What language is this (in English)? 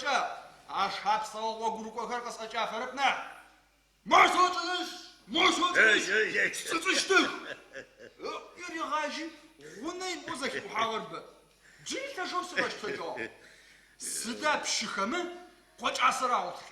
Adyghe